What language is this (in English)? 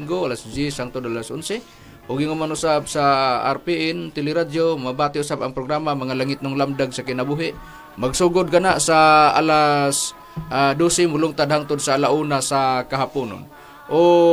Cebuano